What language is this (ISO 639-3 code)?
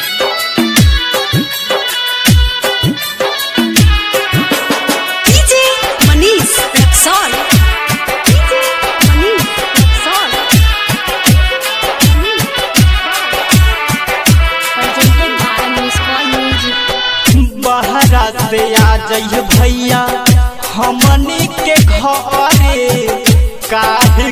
bho